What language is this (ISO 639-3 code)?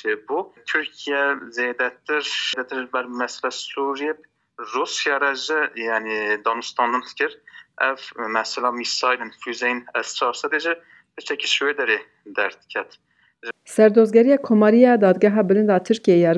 kur